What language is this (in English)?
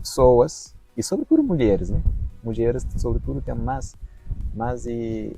Kabuverdianu